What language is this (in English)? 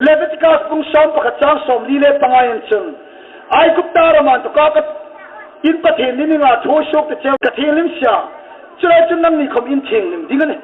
Hmar